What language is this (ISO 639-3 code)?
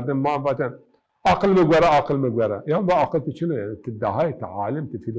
zza